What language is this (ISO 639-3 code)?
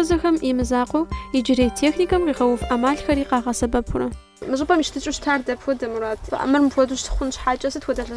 kbd